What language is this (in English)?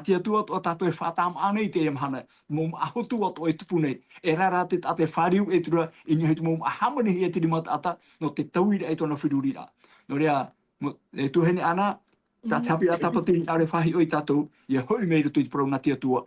Tahitian